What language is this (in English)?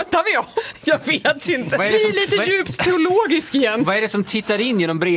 Swedish